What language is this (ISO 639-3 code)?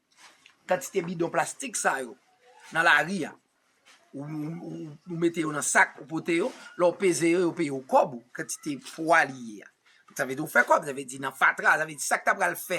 hat